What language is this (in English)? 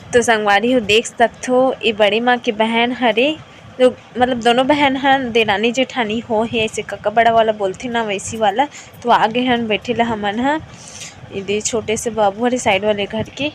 Chhattisgarhi